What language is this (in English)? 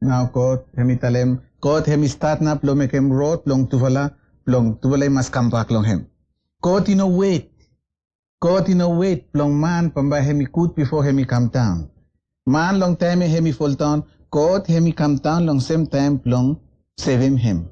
Bislama